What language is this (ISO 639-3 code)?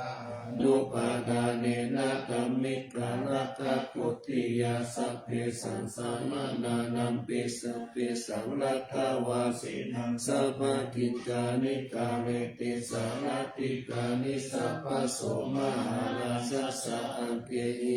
pli